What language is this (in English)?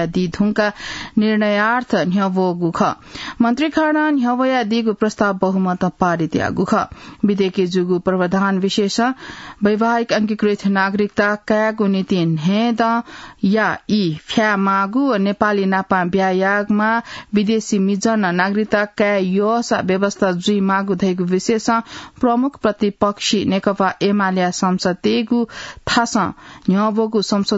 Newari